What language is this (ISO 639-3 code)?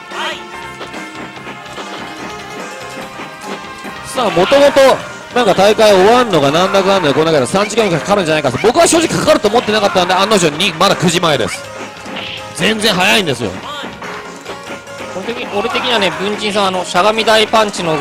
jpn